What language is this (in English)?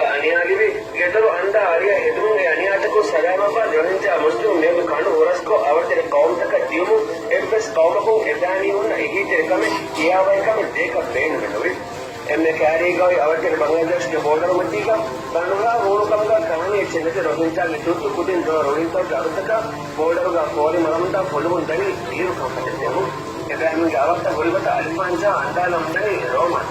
Divehi